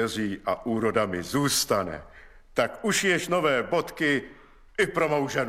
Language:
Czech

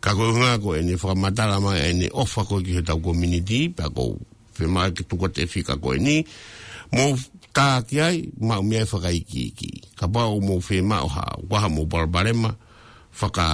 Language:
Tongan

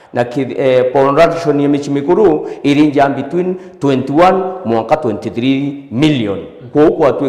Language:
Meru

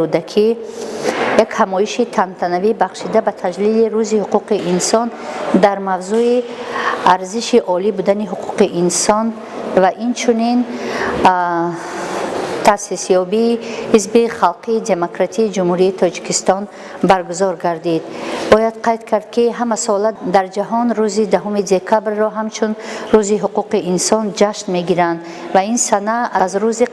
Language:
Tajik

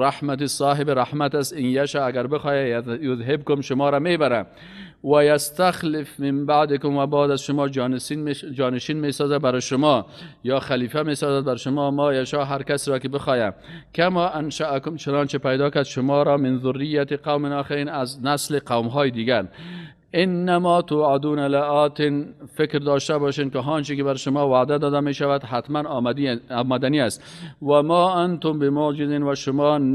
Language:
Persian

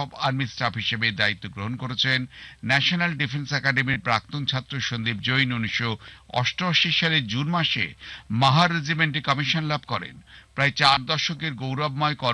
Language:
Bangla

